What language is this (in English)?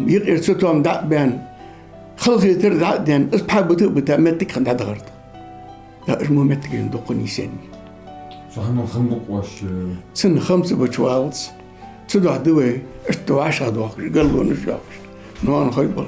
Ingush